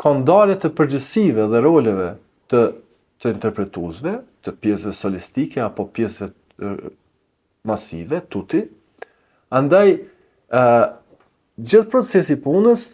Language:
Albanian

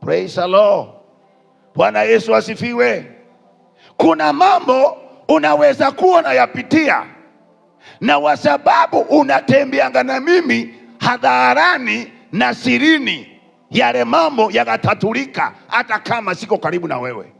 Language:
Swahili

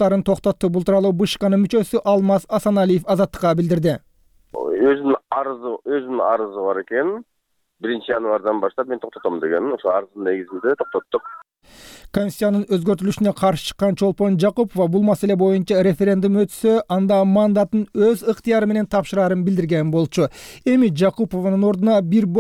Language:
Kyrgyz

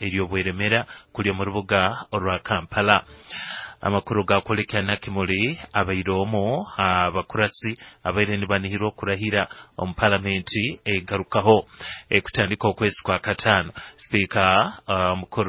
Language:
Nyoro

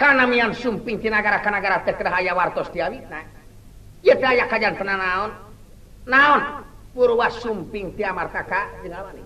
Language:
Sundanese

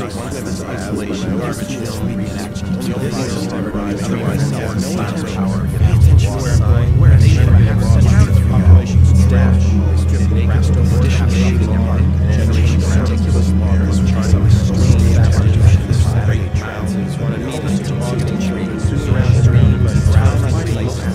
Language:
English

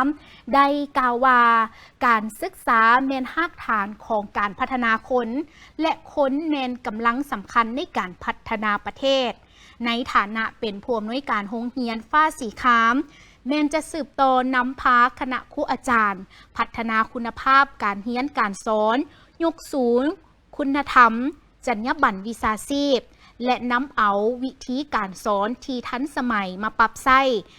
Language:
Lao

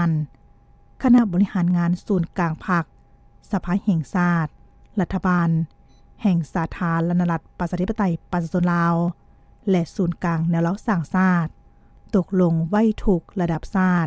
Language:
Lao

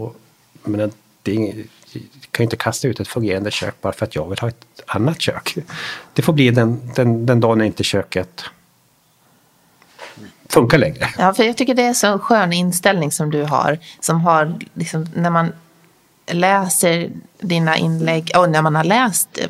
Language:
Swedish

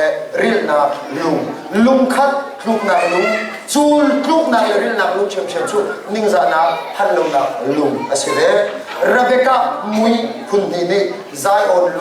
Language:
Hakha Chin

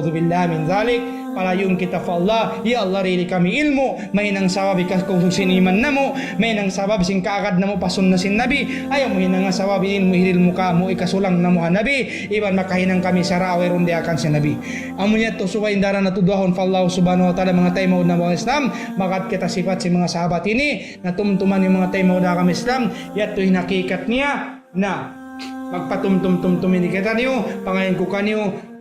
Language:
Tausug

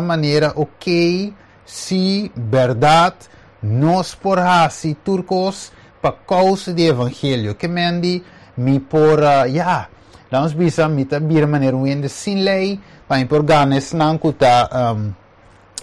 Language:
Papiamento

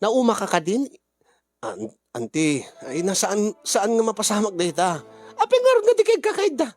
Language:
Iloko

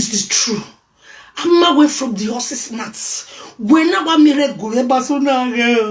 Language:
Nigerian Pidgin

